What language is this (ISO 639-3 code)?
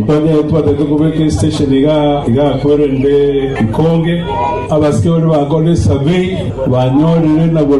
guz